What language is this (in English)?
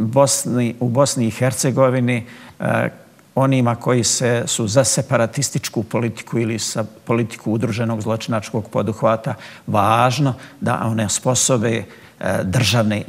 Bosnian